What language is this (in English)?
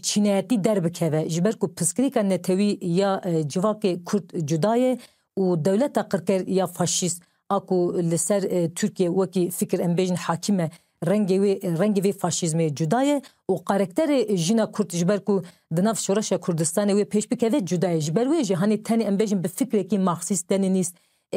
Kurdish